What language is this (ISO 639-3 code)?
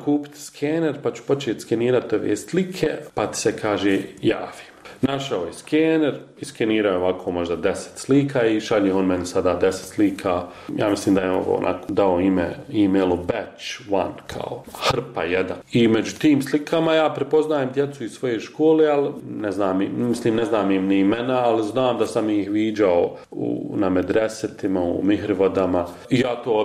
bos